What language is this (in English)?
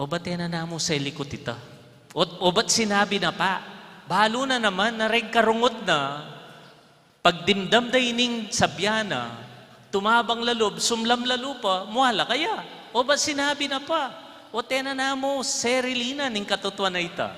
Pampanga